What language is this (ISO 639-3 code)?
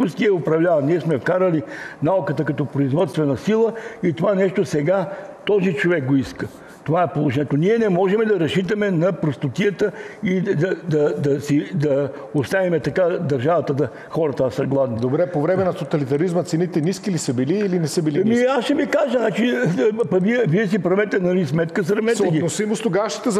bul